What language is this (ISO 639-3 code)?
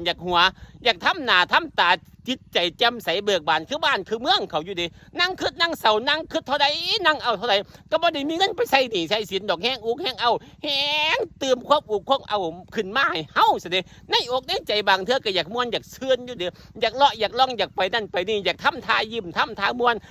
tts